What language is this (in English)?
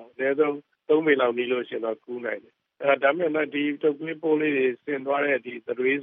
Burmese